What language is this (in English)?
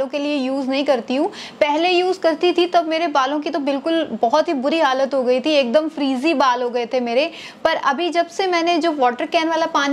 Hindi